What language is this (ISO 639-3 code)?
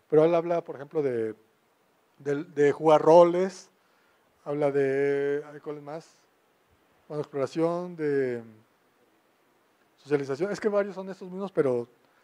spa